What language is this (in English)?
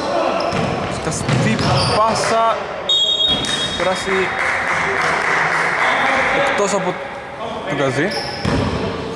Greek